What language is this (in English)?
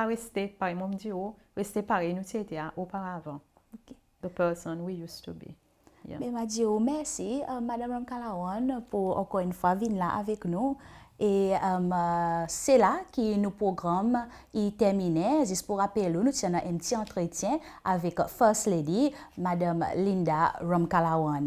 Seselwa Creole French